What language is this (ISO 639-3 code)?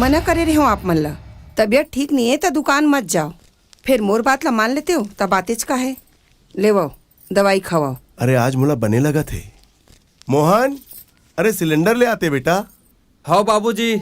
hne